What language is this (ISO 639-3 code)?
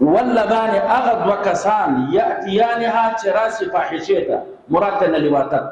pus